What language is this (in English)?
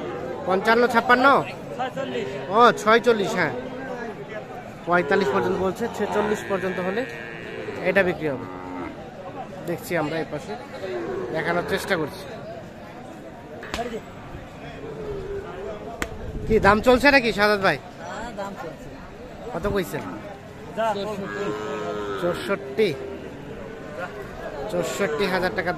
Bangla